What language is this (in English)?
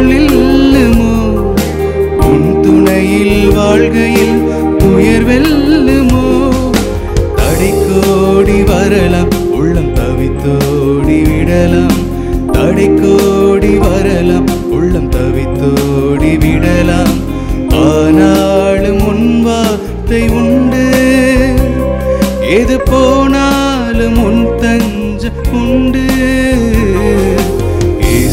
Tamil